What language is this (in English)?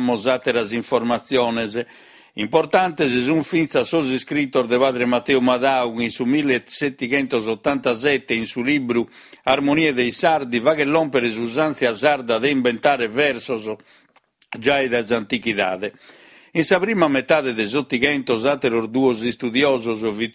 Sardinian